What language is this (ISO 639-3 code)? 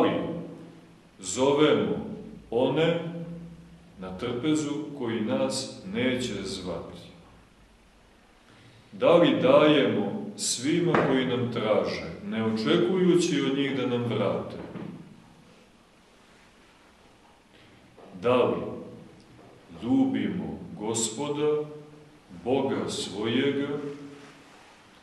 srp